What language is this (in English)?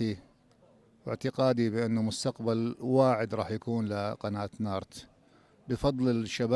North Levantine Arabic